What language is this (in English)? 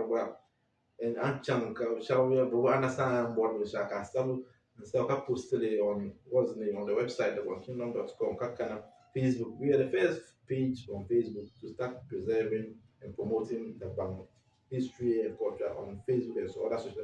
Dagbani